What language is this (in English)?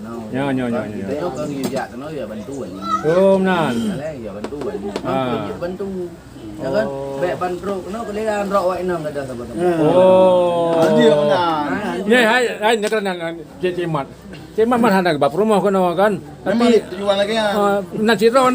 Achinese